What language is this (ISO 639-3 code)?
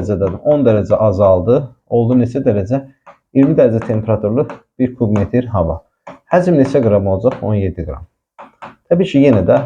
aze